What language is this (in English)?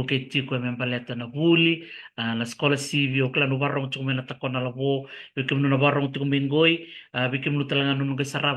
Fijian